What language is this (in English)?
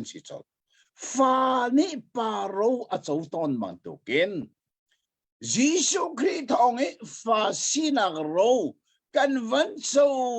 Hakha Chin